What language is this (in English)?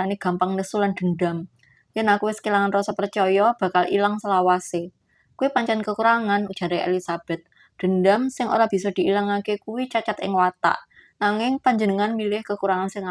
Javanese